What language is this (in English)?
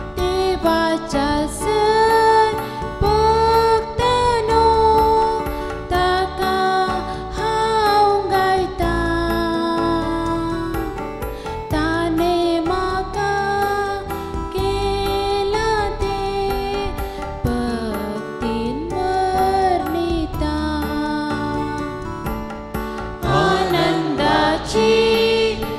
Konkani